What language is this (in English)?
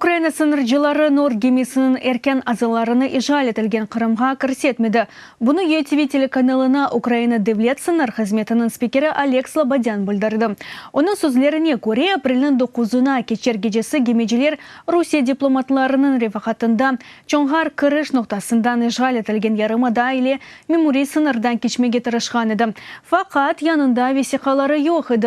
Crimean Tatar